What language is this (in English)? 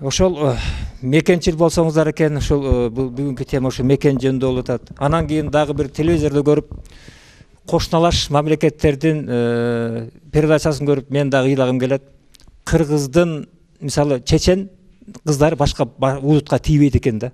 Kyrgyz